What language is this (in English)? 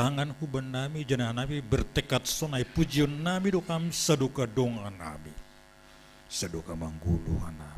Batak Simalungun